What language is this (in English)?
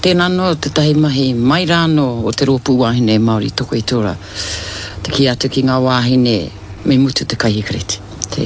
Māori